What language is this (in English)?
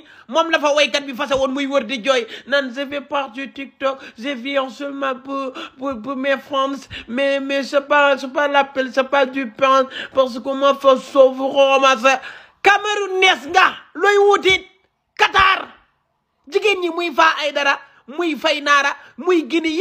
Wolof